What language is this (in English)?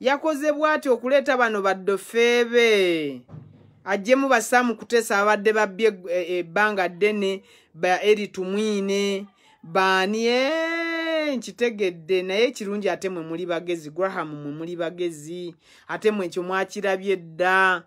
Ganda